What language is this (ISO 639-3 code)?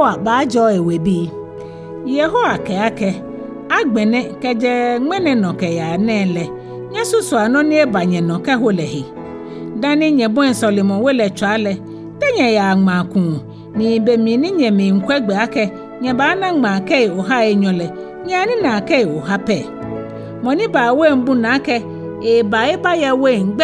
gaa